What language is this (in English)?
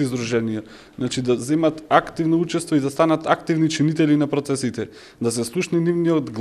Macedonian